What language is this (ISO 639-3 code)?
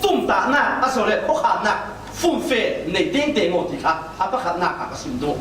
cfm